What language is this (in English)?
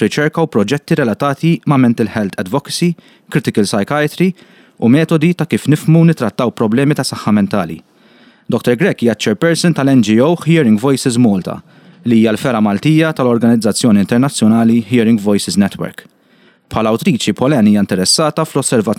Maltese